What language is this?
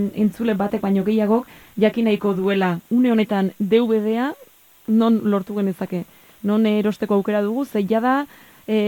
Basque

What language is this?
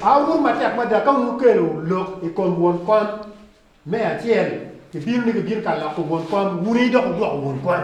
Acoli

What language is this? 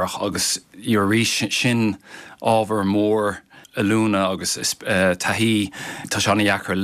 Irish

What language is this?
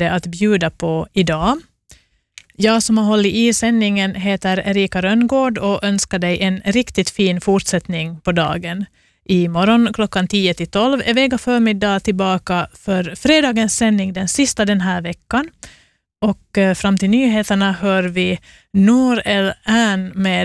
Swedish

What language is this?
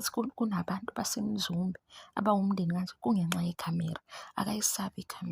Zulu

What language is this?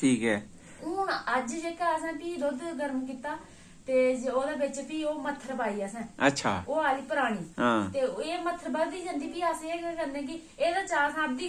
Dogri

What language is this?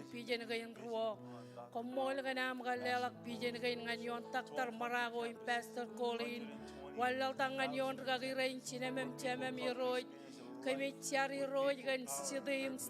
Marshallese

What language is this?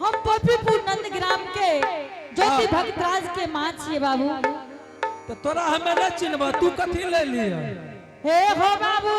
Angika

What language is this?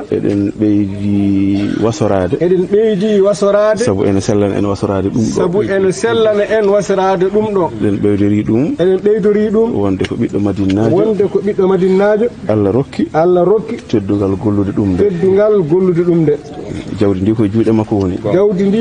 Fula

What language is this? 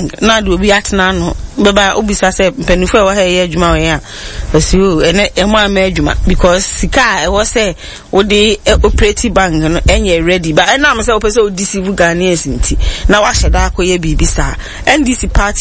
Akan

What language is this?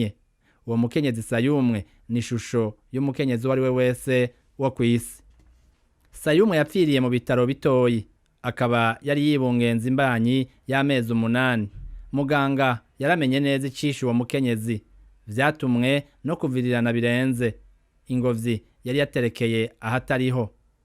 Rundi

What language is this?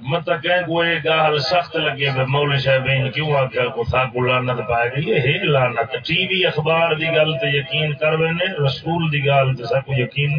Saraiki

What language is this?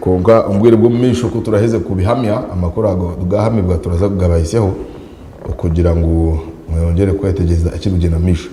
Nyankole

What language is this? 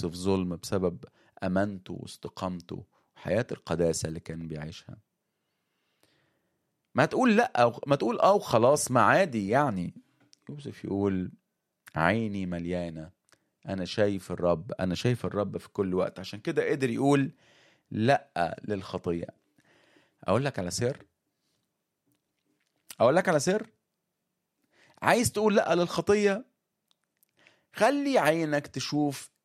Egyptian Arabic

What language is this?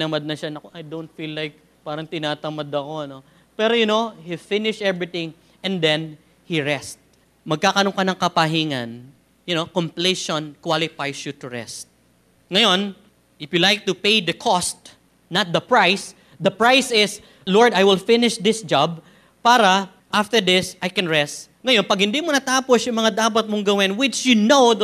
Filipino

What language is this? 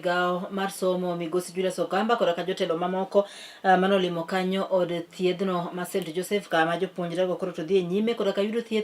Luo (Kenya and Tanzania)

